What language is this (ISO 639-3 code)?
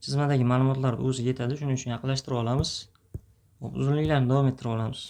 uzb